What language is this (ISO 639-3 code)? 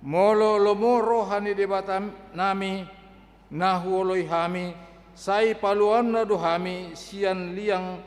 bbc